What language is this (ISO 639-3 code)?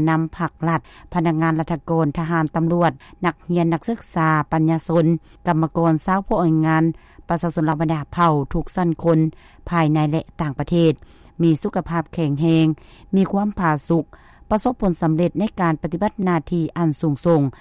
lao